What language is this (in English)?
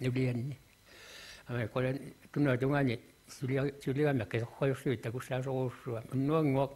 Kalaallisut